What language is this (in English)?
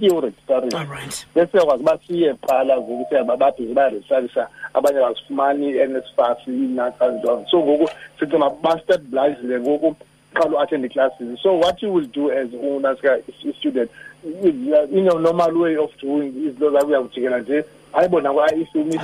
Xhosa